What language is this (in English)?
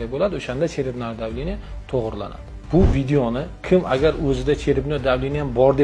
Uzbek